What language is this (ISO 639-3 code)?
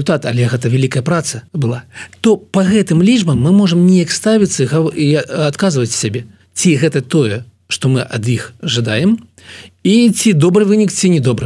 bel